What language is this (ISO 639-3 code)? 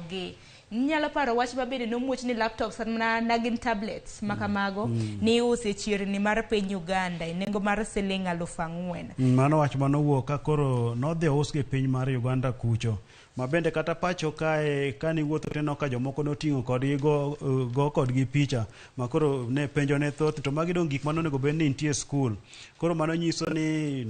luo